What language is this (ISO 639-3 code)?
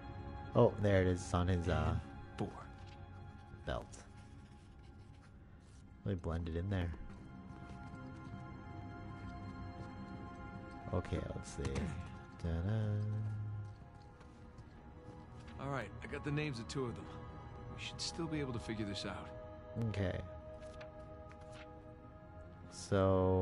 eng